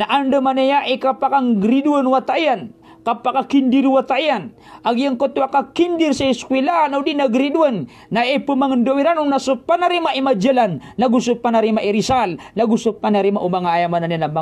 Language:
Maranao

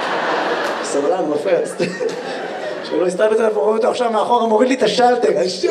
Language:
Hebrew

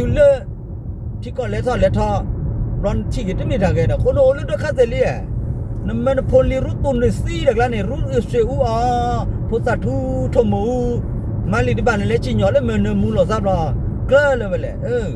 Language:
S'gaw Karen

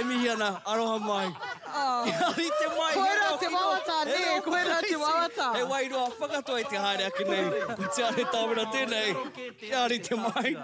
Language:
Māori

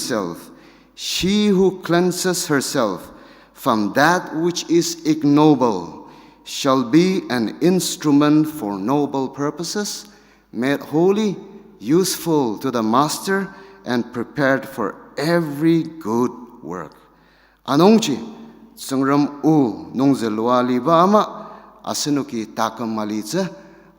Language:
Ao Naga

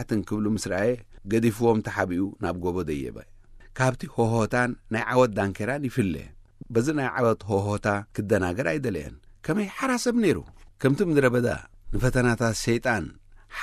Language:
Tigrinya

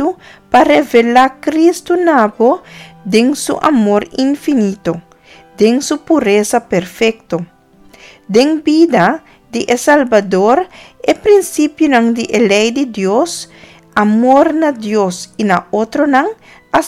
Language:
Papiamento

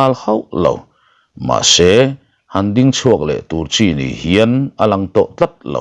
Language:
Mizo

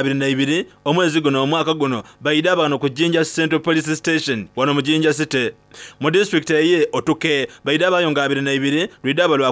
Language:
Soga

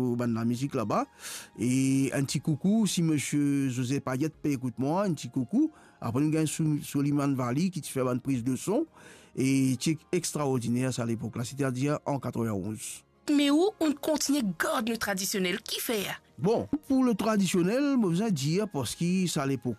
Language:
Morisyen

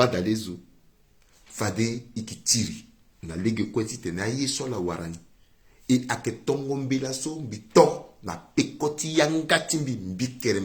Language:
Sango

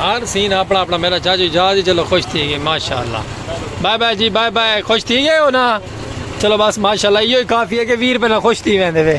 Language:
Saraiki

